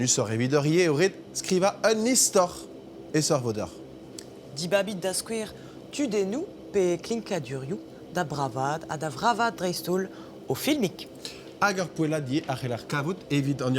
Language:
Breton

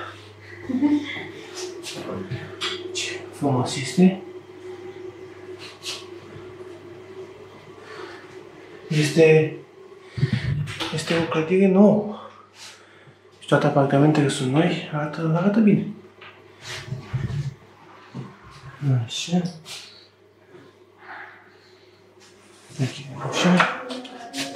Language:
Romanian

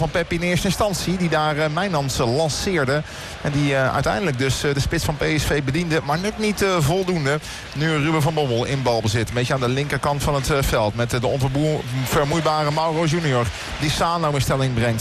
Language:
Dutch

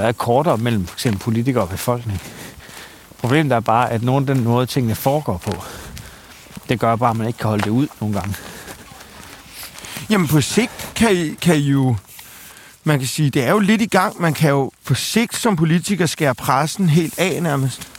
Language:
Danish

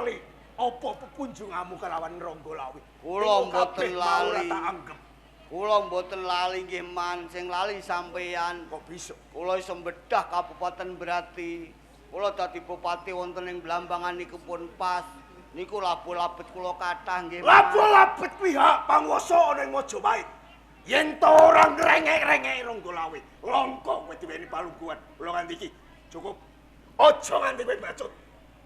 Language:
Javanese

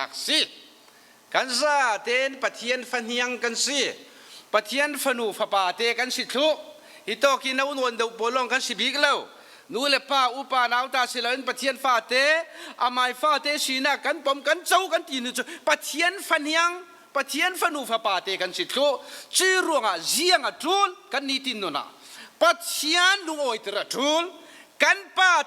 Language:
Falam Chin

